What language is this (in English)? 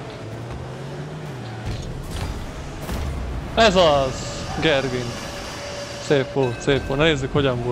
Hungarian